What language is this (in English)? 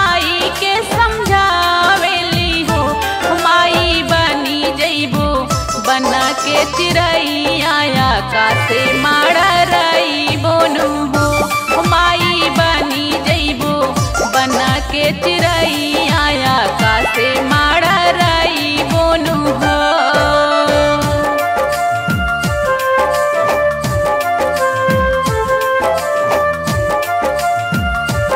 Bhojpuri